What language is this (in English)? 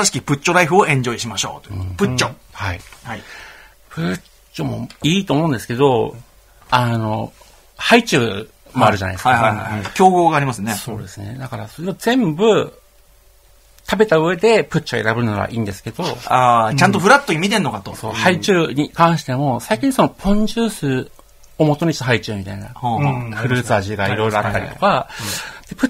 Japanese